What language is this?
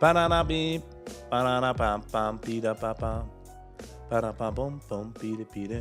Yiddish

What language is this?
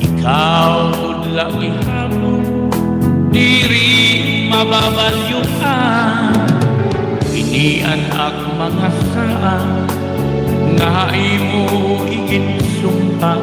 Waray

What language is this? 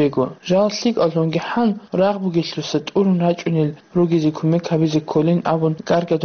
Avaric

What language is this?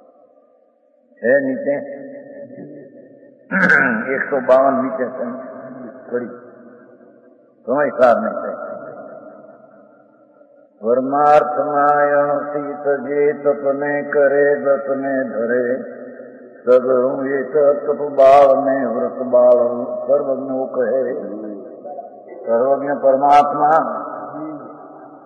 Gujarati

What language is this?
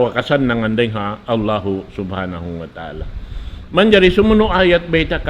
Tausug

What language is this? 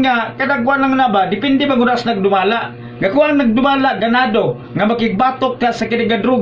Cebuano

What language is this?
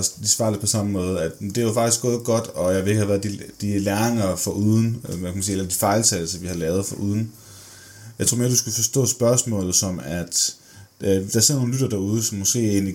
Danish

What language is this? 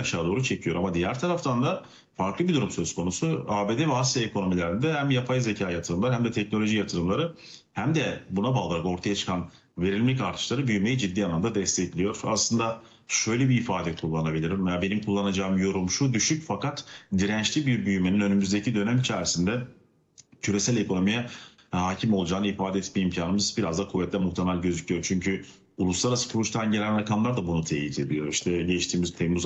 Turkish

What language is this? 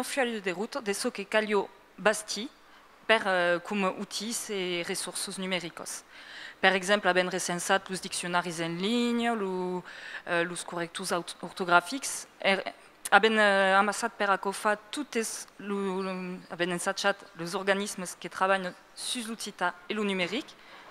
Occitan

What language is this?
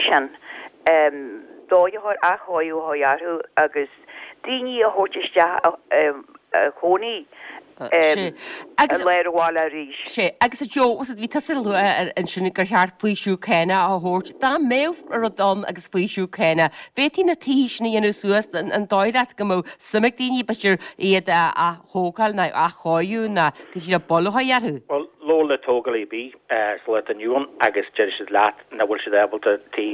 Irish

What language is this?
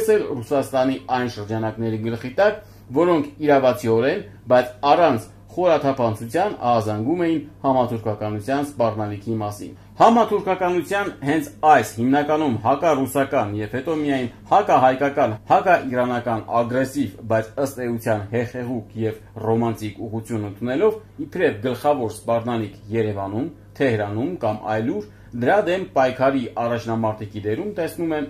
Armenian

